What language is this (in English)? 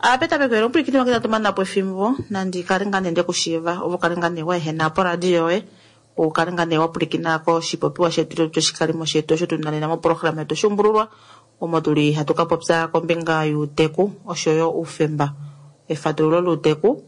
Kuanyama